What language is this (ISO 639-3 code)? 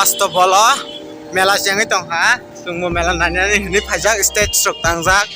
trp